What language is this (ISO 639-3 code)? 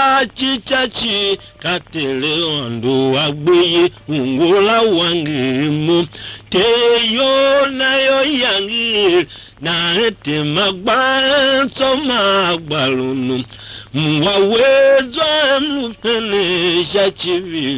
tiv